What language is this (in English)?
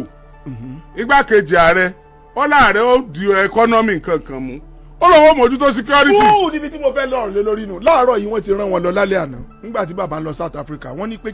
Yoruba